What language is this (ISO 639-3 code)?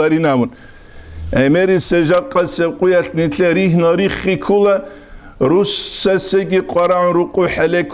ava